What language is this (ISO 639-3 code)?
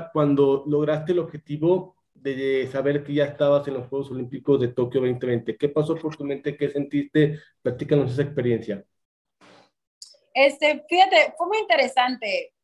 spa